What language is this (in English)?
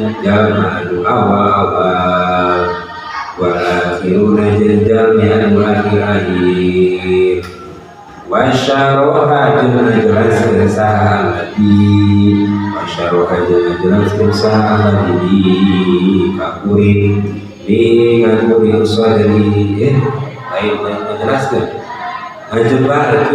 Sundanese